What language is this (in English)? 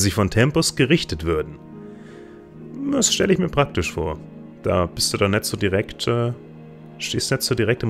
German